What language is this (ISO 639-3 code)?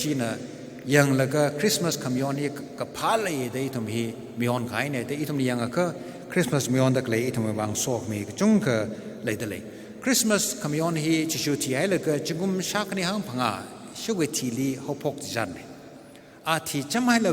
nmf